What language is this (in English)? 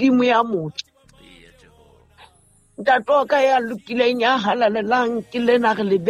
Southern Sotho